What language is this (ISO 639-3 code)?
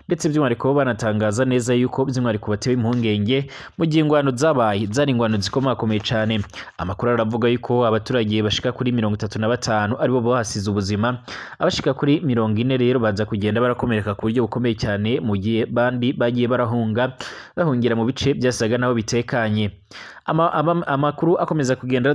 run